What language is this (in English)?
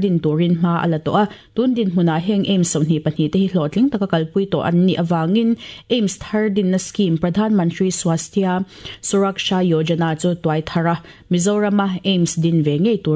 Mizo